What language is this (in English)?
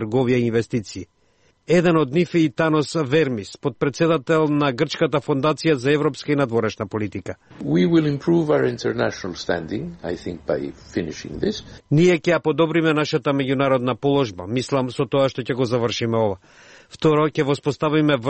Macedonian